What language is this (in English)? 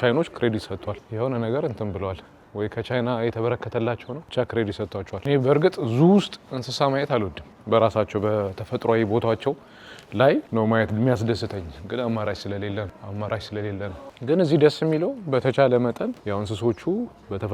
Amharic